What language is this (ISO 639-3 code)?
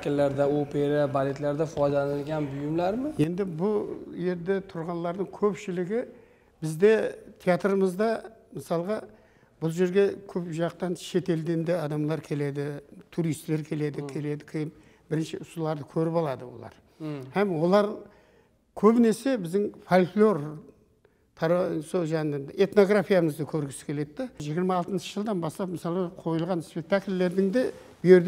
kaa